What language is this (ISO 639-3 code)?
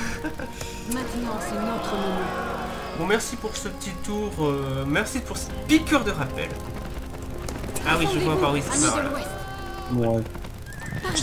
fra